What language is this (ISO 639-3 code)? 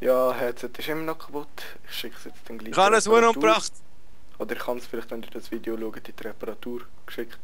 gsw